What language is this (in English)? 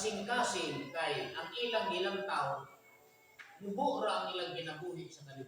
Cebuano